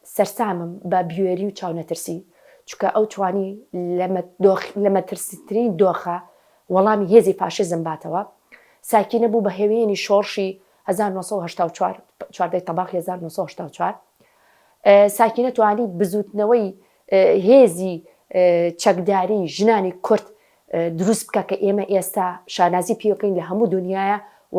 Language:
Central Kurdish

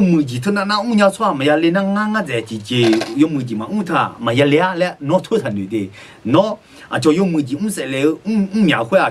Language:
Akha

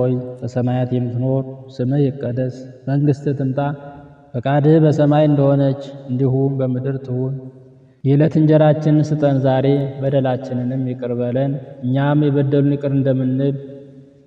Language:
Amharic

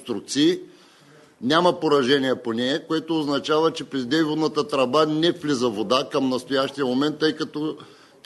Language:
Bulgarian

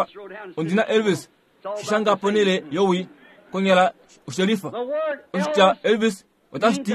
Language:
Kuanyama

